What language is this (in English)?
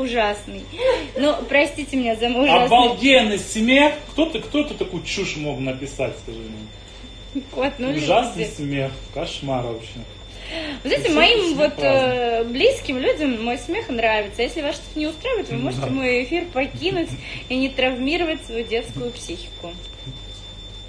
Russian